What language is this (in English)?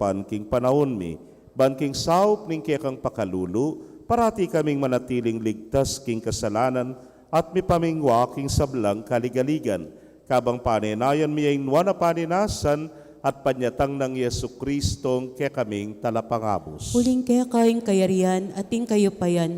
Pampanga